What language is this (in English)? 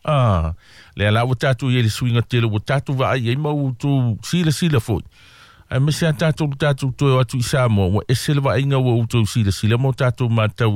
Samoan